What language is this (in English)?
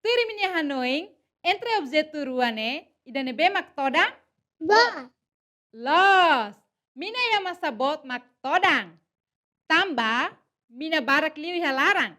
Tetum